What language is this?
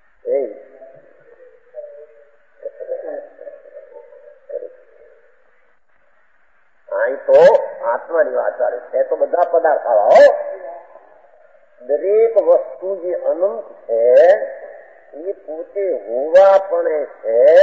Gujarati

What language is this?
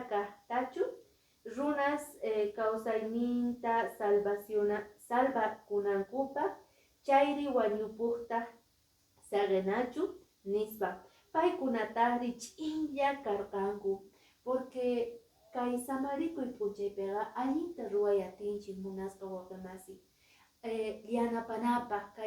Quechua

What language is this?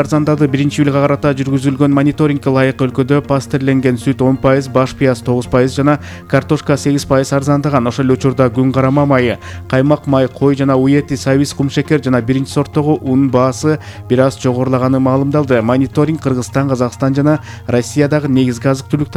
Kyrgyz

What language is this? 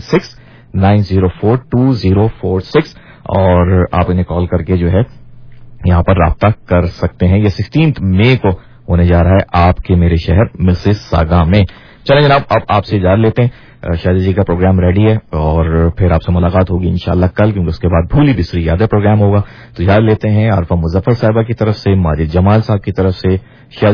Urdu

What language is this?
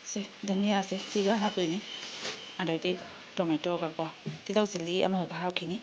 Manipuri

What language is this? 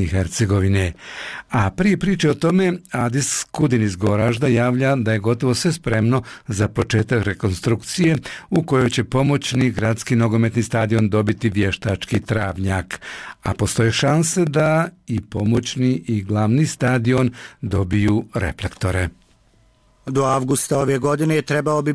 Bosnian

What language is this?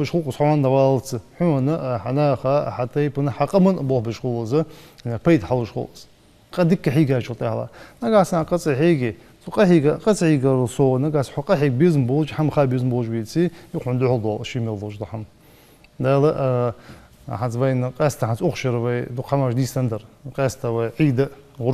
Ingush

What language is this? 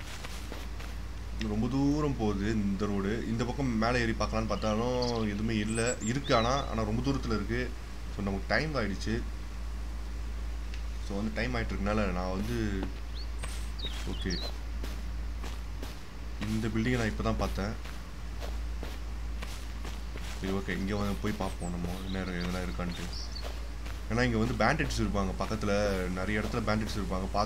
Tamil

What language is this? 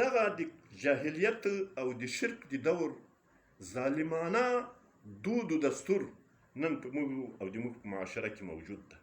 Pashto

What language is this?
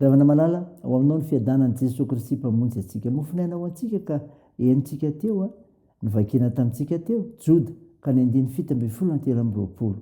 Malagasy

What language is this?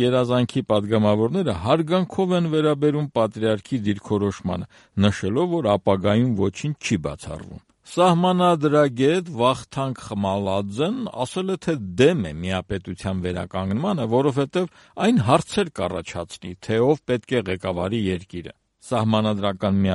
Armenian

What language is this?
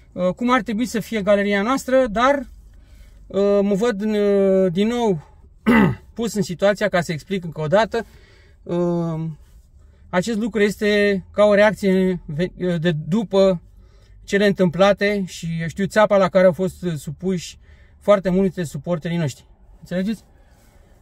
Romanian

